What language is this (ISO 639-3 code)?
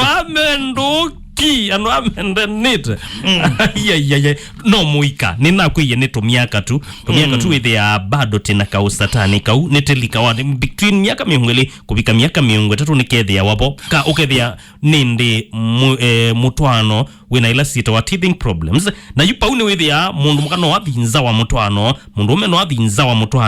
kam